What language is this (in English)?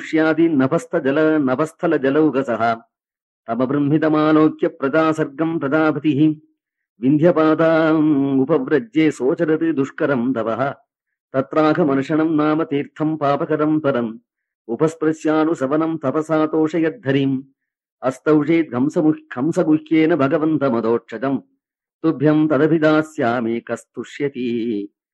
Sanskrit